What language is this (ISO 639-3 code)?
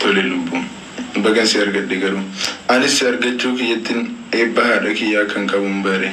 orm